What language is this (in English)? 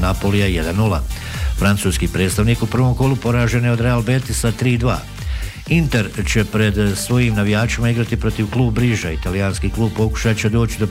Bosnian